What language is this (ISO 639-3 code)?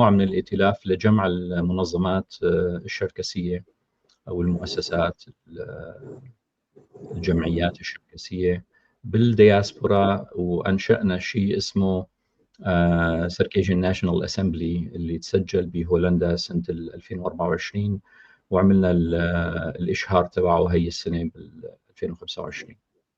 apc